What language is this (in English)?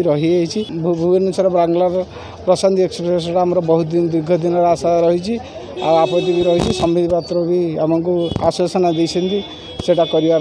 Odia